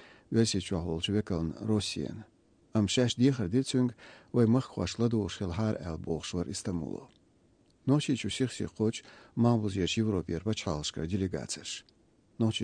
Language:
Chechen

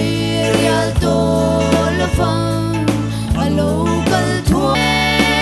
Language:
Mizo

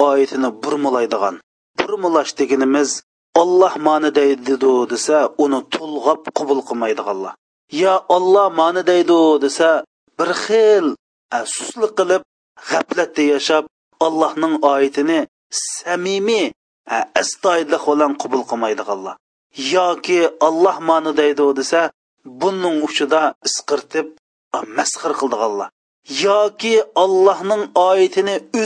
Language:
Uyghur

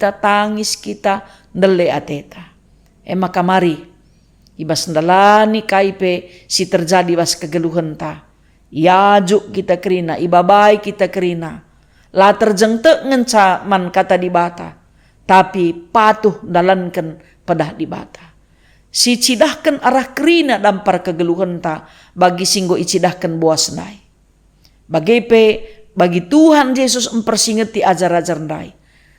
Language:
Batak Karo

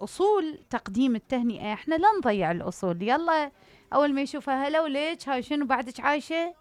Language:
Mesopotamian Arabic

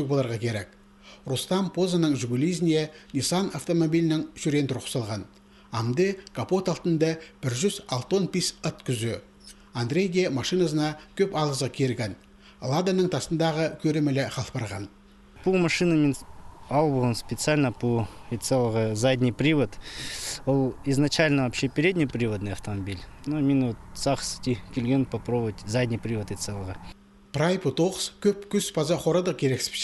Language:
Khakas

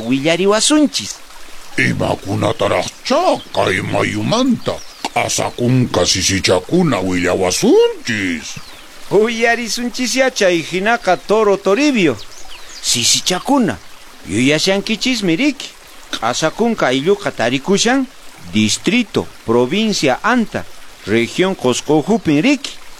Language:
Quechua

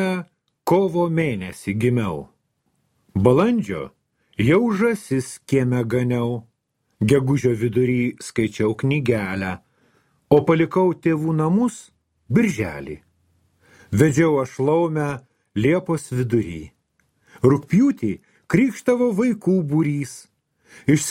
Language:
Lithuanian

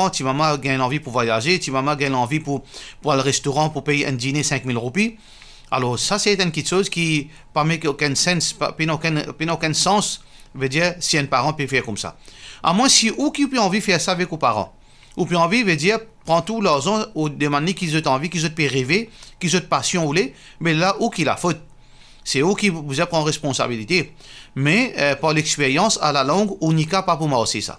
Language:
Morisyen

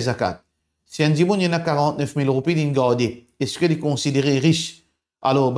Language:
Morisyen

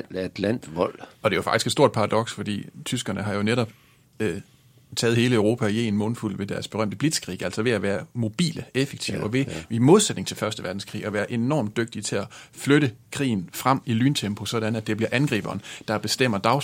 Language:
Danish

